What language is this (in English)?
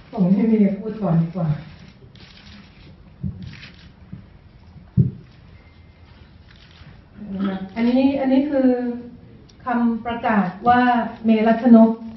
Thai